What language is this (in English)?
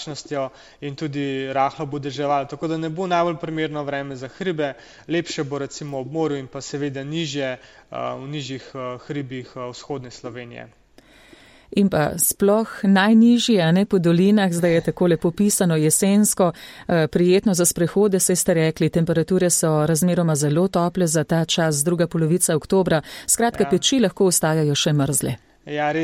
Slovenian